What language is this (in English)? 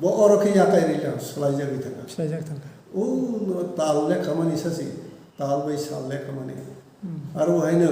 Kok Borok